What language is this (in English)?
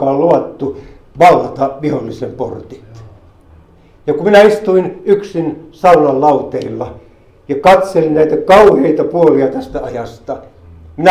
Finnish